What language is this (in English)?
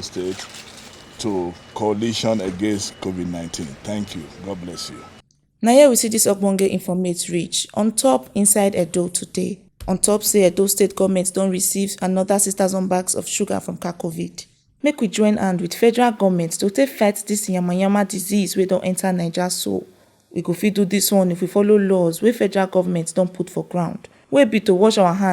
Nigerian Pidgin